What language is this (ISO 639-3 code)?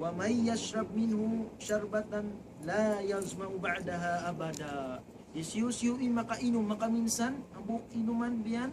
tsg